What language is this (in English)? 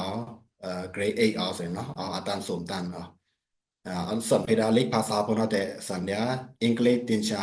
Pa'o Karen